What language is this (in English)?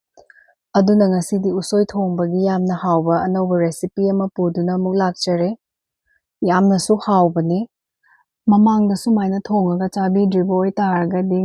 Manipuri